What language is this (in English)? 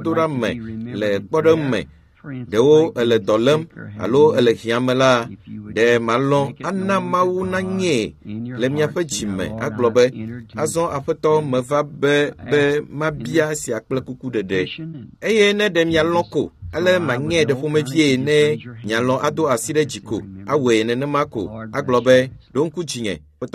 Ewe